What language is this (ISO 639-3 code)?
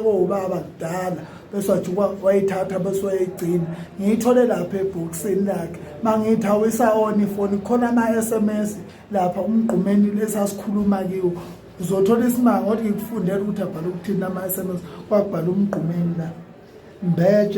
zul